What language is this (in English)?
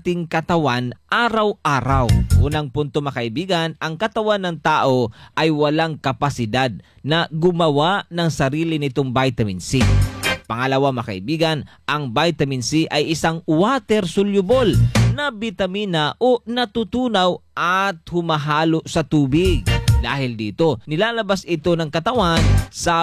Filipino